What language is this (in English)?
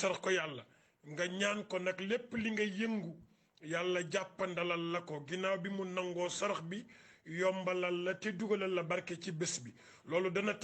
Wolof